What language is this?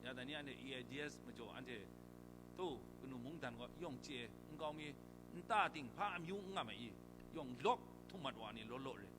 Kachin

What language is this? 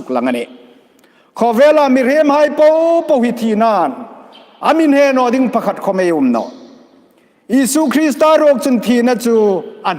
Hmar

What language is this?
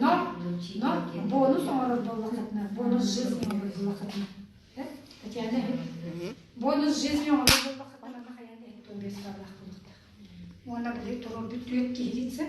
Yakut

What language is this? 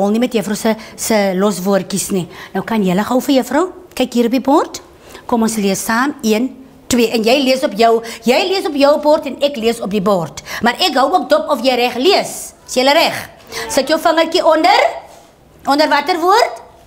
Afrikaans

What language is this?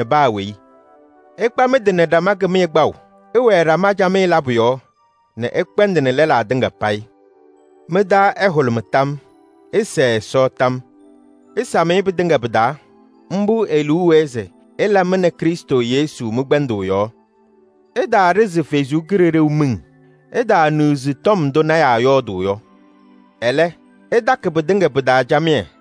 Kabiyè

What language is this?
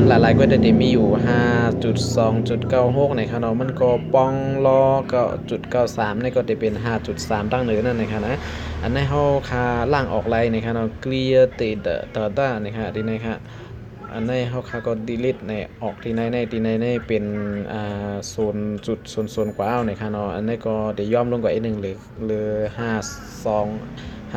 Shan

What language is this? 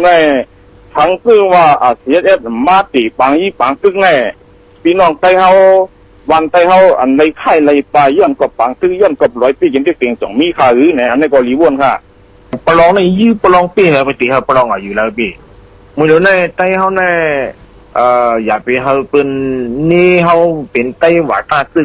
Shan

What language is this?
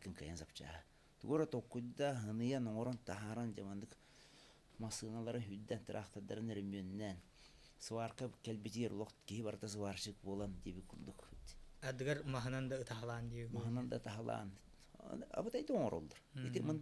Yakut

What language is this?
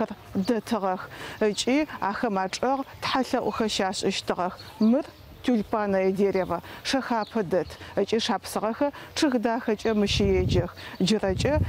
Adyghe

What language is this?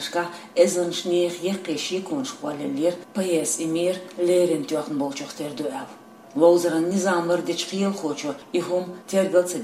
Chechen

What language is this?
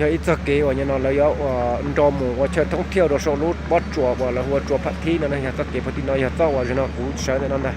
Hmong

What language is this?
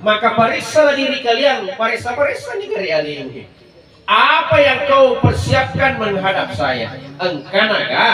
Buginese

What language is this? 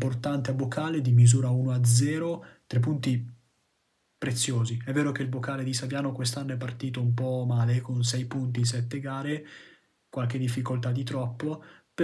Italian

